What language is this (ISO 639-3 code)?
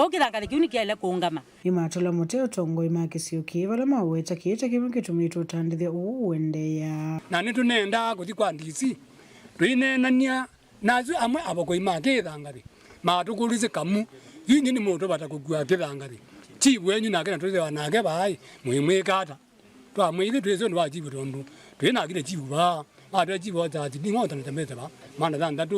kam